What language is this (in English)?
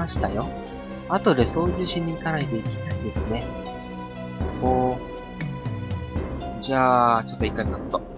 Japanese